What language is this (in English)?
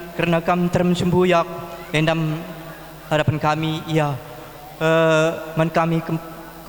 Batak Karo